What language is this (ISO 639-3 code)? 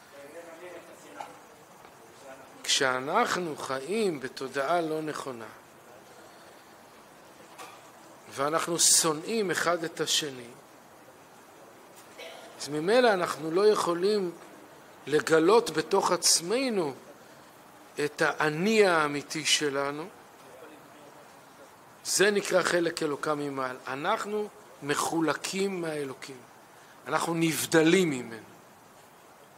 heb